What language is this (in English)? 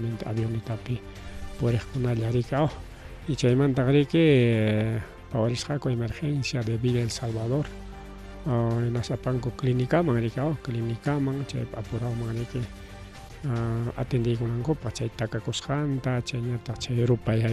Ayacucho Quechua